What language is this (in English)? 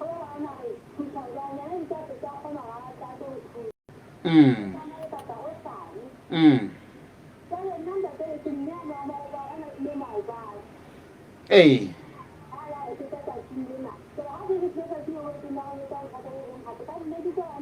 Southern Sotho